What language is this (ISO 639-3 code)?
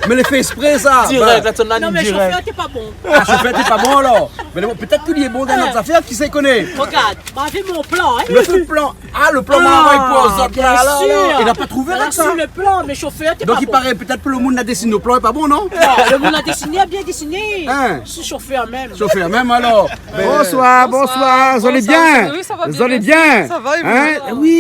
rcf